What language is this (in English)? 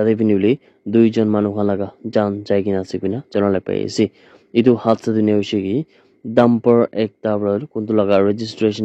Naga Pidgin